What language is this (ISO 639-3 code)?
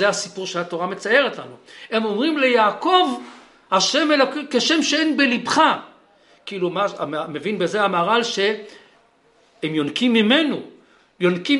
heb